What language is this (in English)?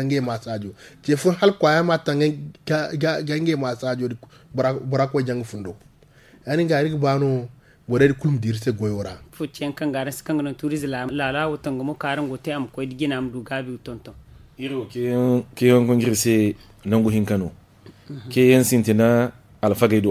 Zarma